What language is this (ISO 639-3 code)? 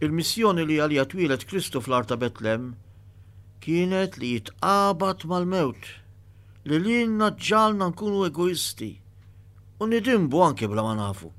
mlt